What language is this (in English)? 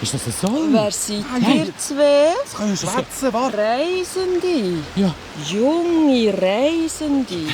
Swiss German